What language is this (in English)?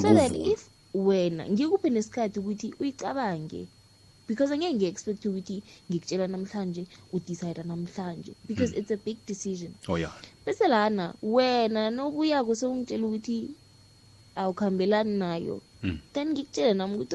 South Ndebele